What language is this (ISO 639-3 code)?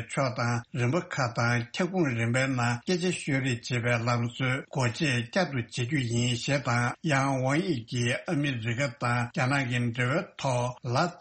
bod